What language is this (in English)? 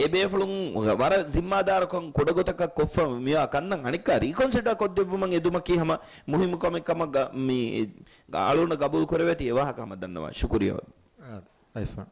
Divehi